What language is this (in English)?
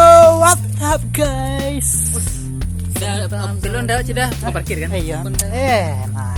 Minangkabau